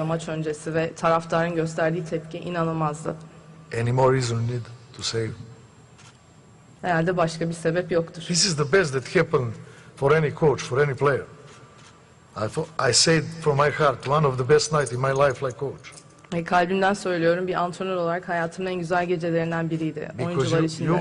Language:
Turkish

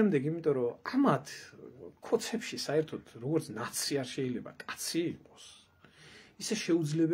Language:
Georgian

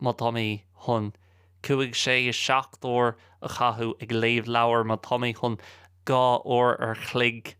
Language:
Irish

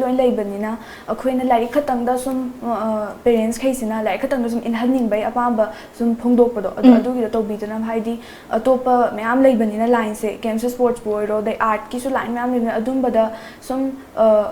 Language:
Manipuri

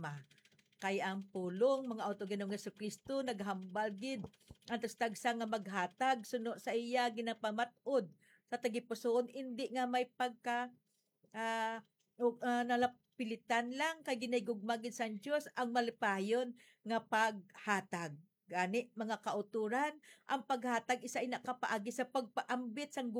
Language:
Hiligaynon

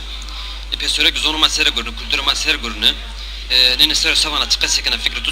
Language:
Zaza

